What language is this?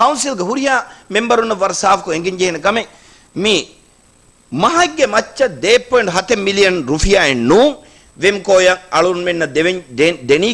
Divehi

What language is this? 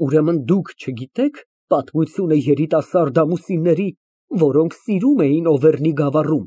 Armenian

